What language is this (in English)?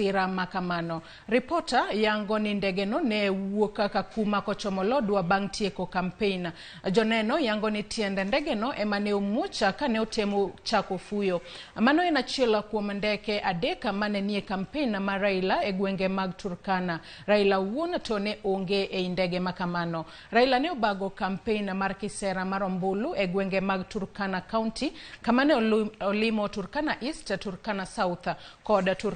Luo (Kenya and Tanzania)